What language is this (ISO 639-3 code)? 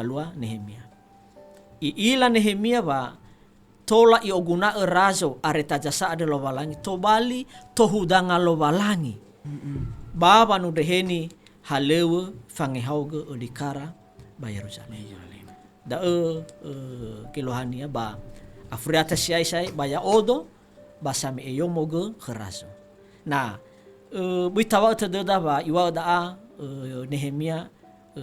nia